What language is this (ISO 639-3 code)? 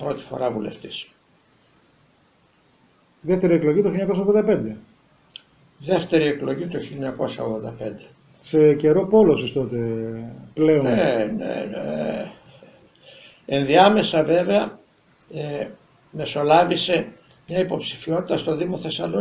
ell